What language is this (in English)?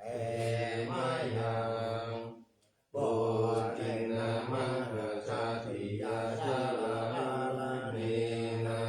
Pali